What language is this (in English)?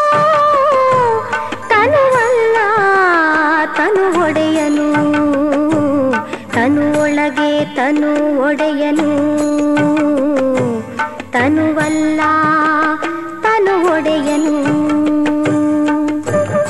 Kannada